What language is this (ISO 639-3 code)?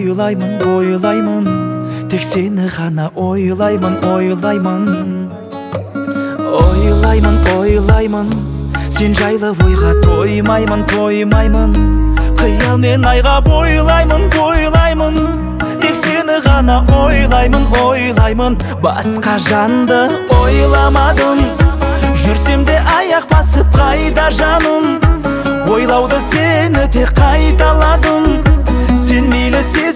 kaz